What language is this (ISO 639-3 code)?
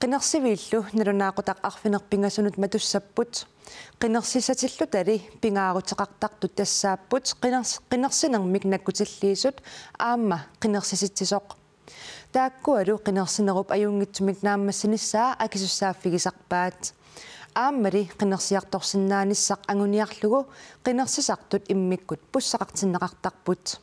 kal